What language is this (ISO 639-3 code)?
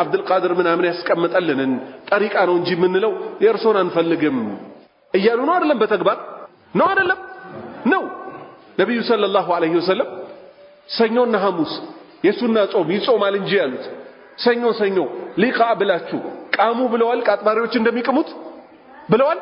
amh